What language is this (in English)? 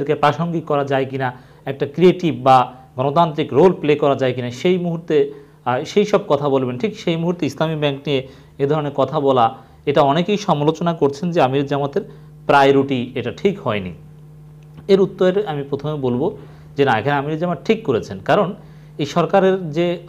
Bangla